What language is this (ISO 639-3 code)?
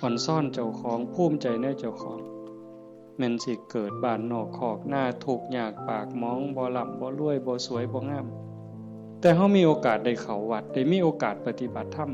tts